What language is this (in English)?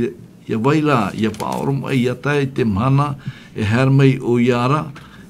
Tahitian